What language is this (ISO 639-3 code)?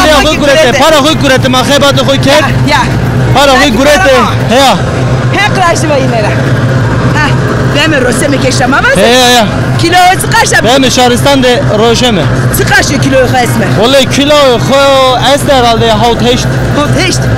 zza